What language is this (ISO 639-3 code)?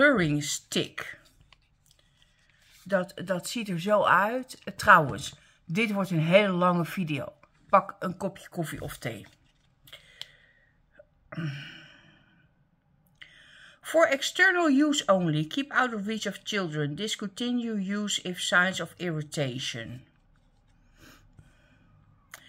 nld